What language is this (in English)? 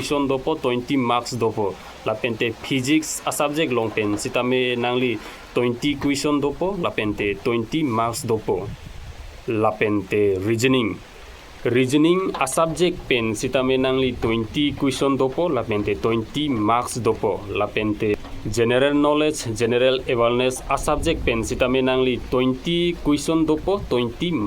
Karbi